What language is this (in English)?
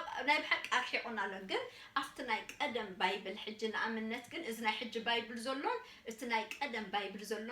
Tigrinya